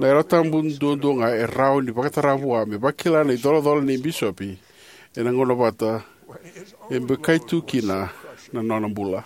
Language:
Fijian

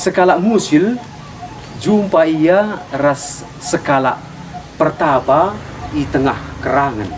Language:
Batak Karo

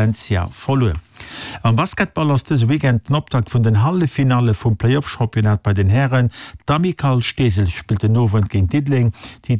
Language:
Luxembourgish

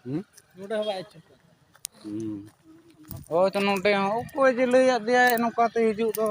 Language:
Santali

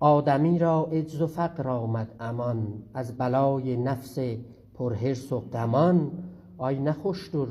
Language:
South Azerbaijani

